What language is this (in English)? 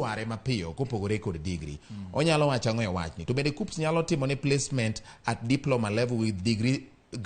Luo (Kenya and Tanzania)